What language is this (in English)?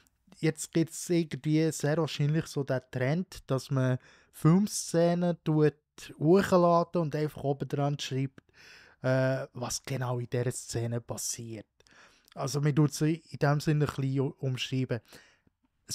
Swiss German